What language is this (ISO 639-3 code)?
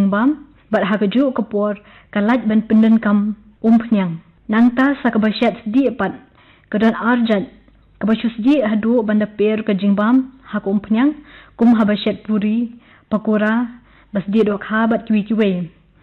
kha